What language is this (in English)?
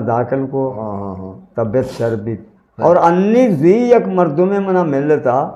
Eastern Balochi